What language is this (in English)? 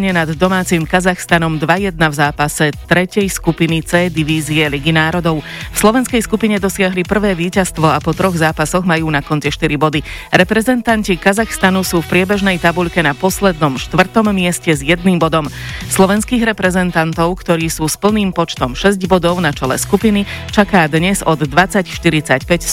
Slovak